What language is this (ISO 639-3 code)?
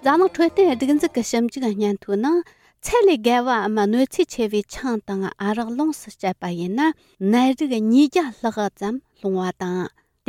bod